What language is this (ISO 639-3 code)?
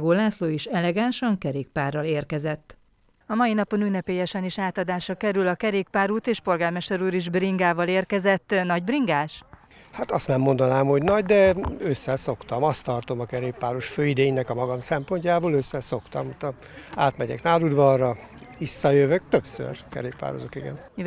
hun